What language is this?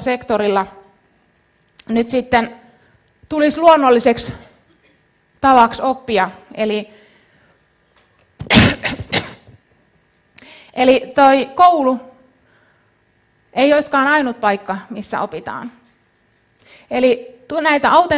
Finnish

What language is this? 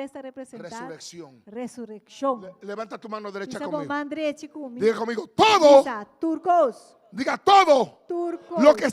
Papiamento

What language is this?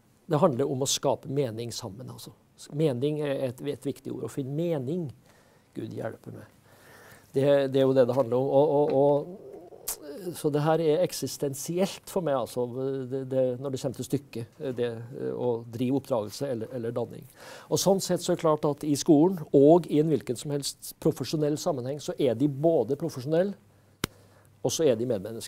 Norwegian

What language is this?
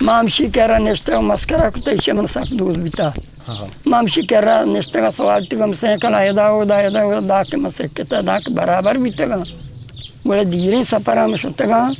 Eastern Balochi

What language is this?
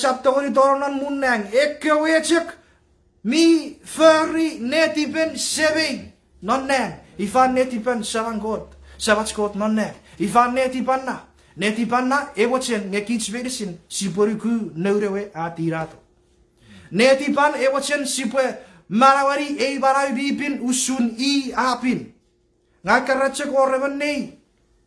Chuukese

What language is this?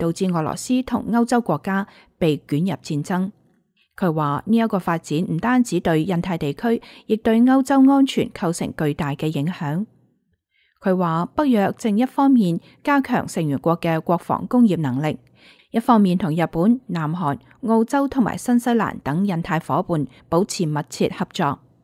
Cantonese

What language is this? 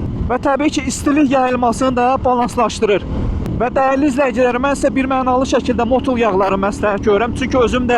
Azerbaijani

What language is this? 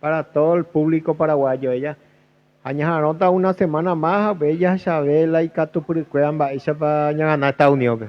Guarani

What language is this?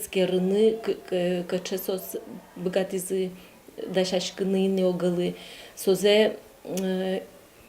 Udmurt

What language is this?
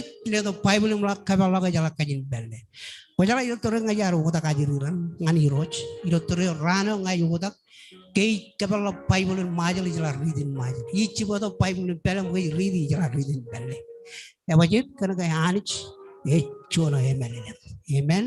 Marshallese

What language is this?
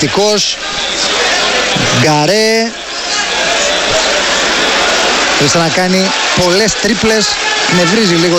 Greek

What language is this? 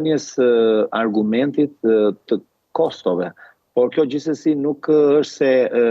Albanian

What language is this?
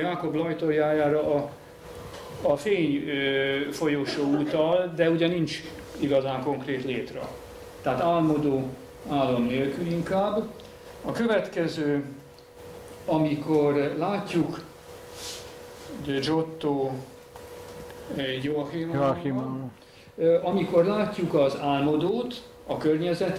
Hungarian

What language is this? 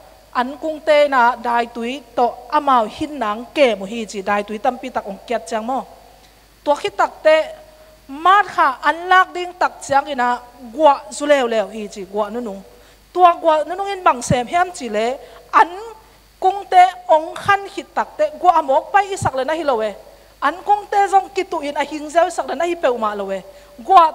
Tedim Chin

